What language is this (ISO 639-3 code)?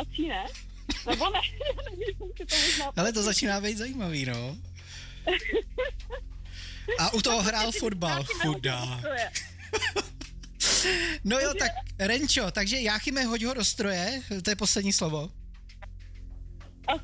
ces